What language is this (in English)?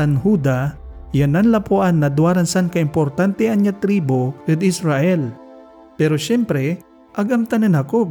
Pangasinan